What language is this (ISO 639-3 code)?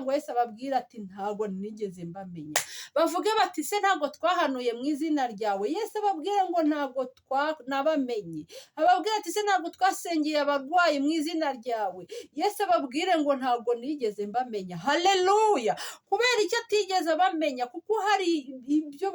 kin